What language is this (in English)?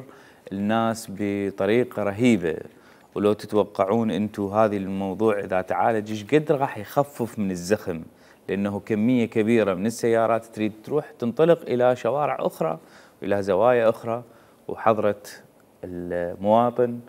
Mesopotamian Arabic